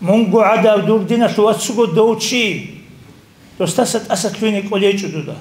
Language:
Avaric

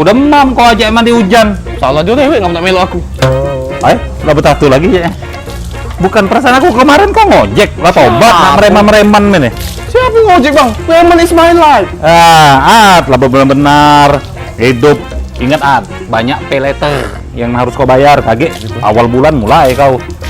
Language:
Musi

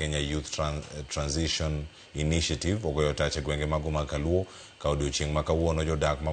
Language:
Luo (Kenya and Tanzania)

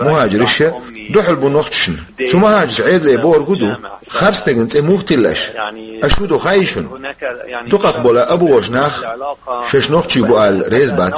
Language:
Chechen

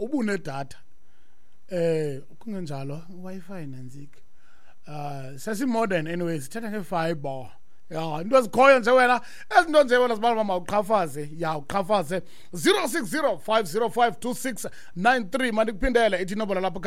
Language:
Xhosa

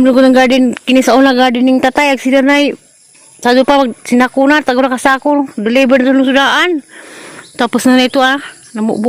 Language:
Cebuano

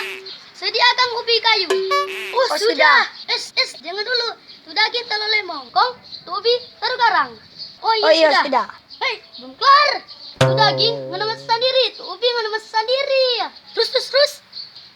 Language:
Manado Malay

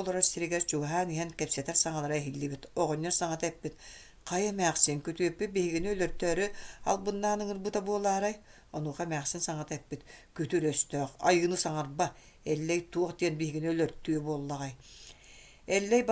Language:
Yakut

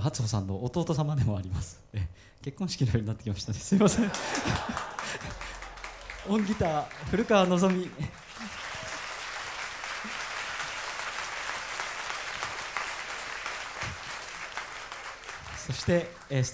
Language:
Japanese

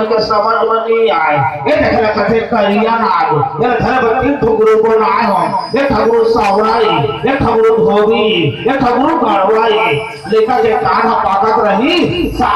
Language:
Chhattisgarhi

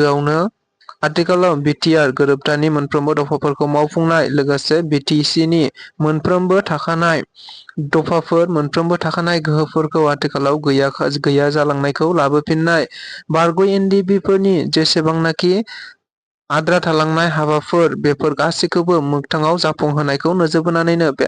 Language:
Bodo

